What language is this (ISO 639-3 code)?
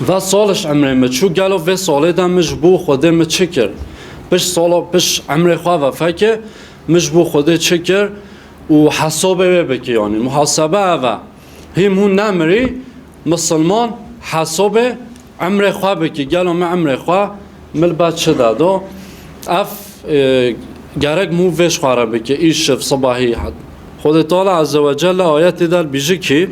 kur